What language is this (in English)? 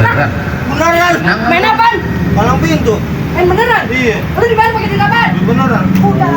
Betawi